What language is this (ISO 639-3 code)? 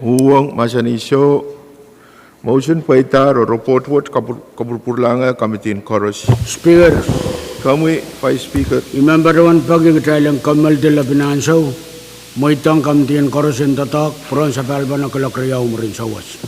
pon